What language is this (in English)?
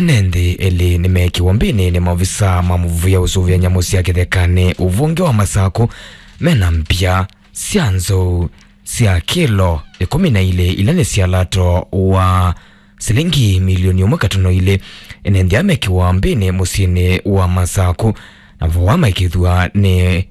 Kamba